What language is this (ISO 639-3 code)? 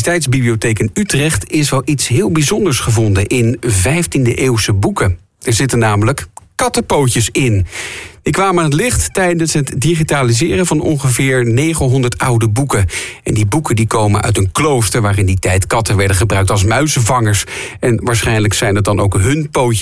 nld